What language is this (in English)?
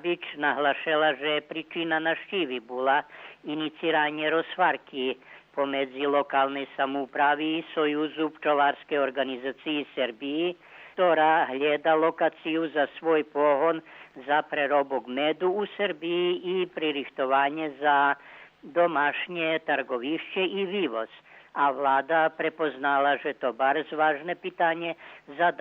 Rusyn